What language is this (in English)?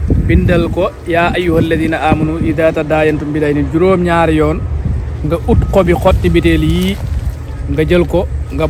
Wolof